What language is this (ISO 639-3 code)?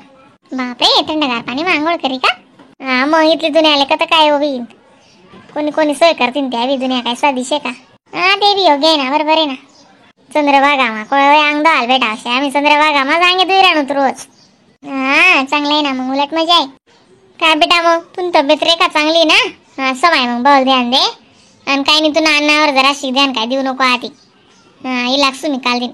khn